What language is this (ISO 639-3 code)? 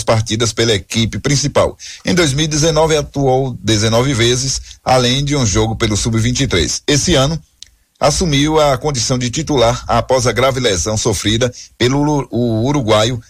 por